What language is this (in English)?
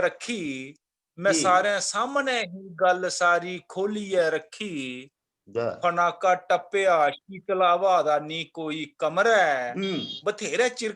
Dogri